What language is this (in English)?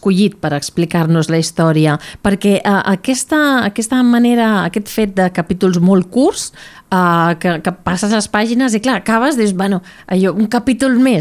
Catalan